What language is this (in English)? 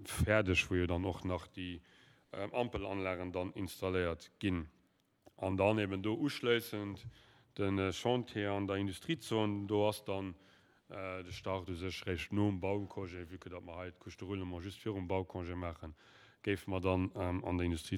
Luxembourgish